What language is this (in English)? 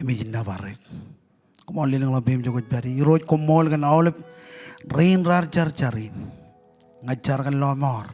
Marshallese